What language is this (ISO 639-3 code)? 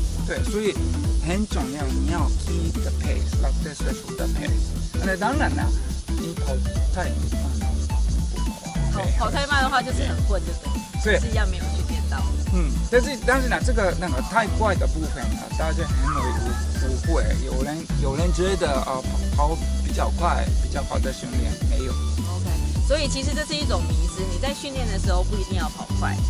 zho